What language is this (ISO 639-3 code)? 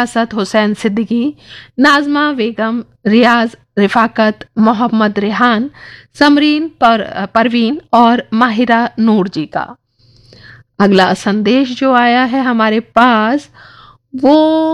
hin